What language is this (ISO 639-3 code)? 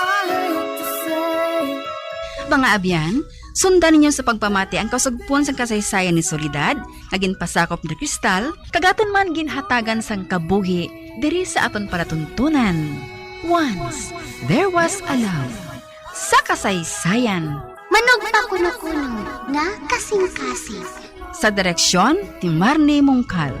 hil